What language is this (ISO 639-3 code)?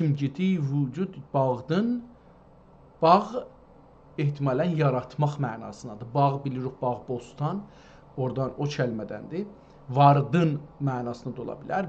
azb